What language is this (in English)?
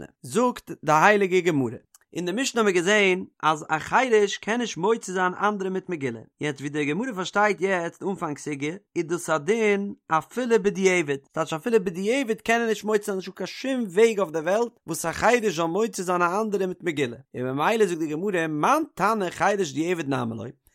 Yiddish